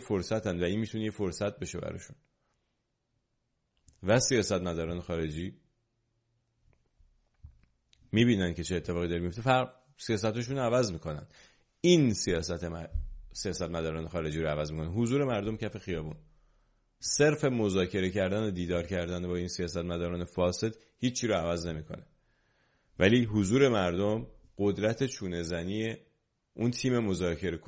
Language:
Persian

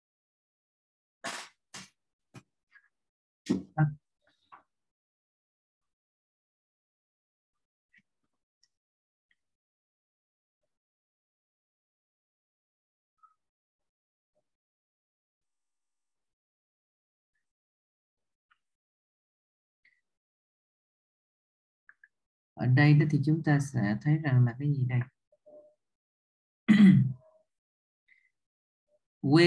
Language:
Vietnamese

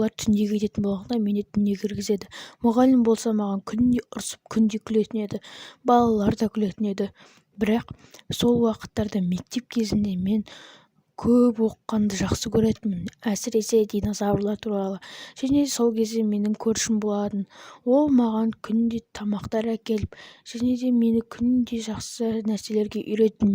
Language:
Kazakh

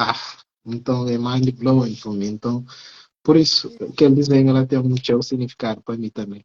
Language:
Kabuverdianu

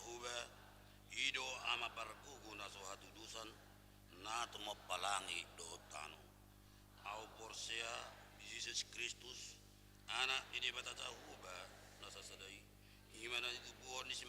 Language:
Batak Toba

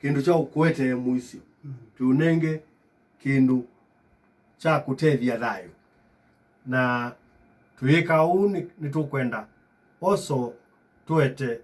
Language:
Kamba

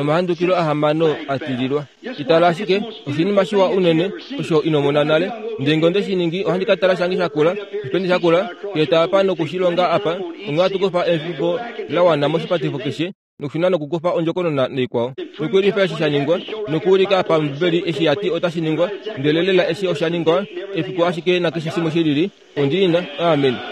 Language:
Kuanyama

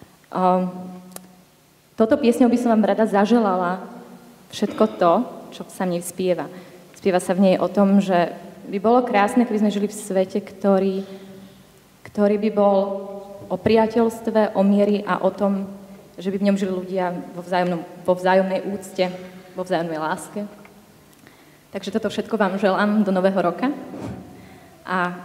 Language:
Slovak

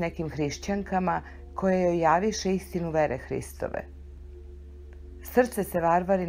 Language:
Serbian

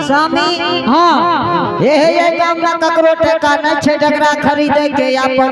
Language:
Angika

